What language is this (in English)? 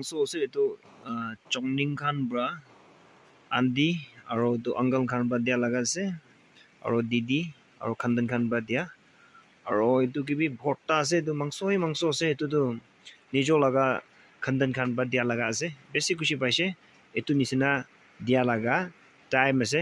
Naga Pidgin